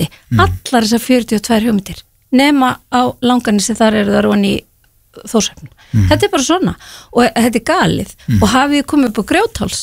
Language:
Icelandic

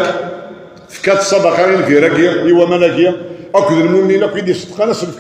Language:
Kabyle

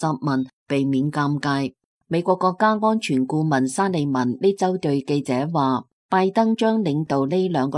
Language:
Cantonese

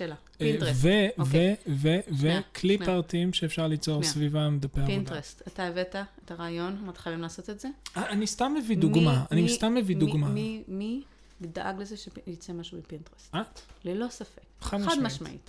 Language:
Hebrew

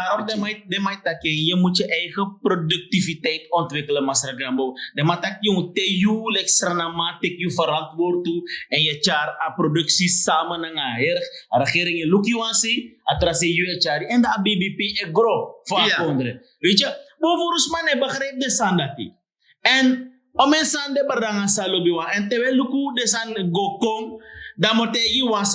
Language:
Sranan Tongo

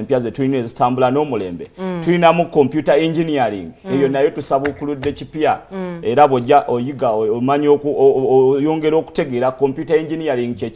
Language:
Ganda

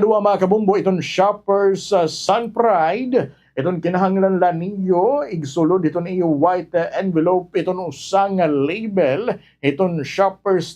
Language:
Waray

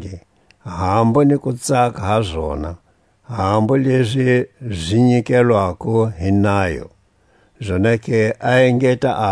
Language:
Tswa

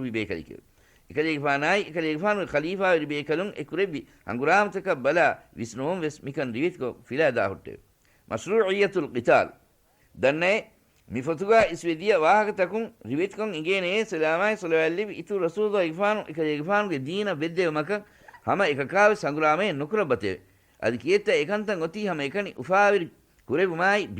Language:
Divehi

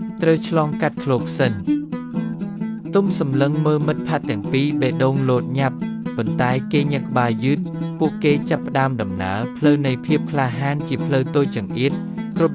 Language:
Khmer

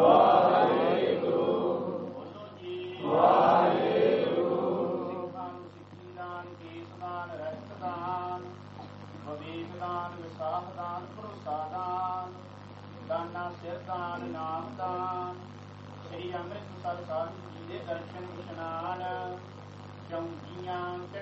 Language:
Punjabi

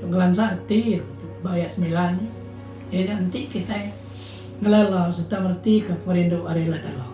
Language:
Iban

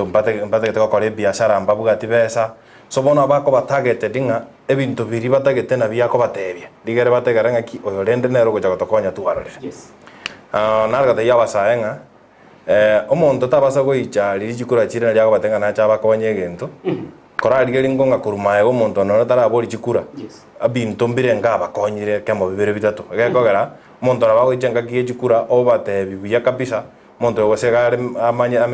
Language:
Gusii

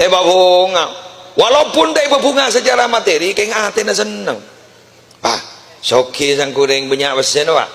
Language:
Madurese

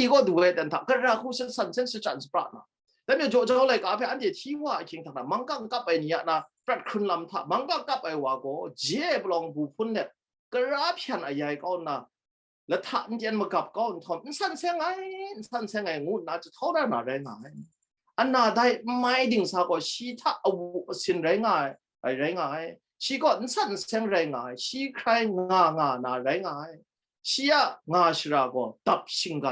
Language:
Kachin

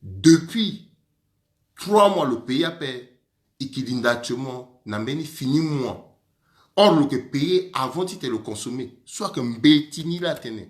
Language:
Sango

